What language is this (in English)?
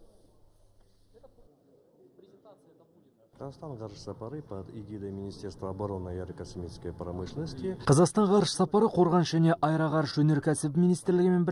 Kazakh